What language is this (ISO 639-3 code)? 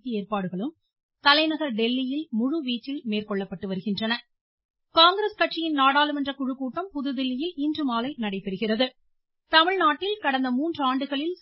tam